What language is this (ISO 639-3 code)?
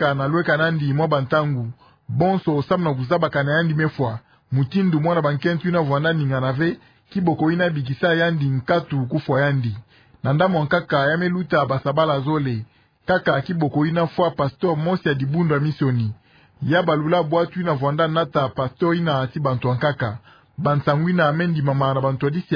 ktu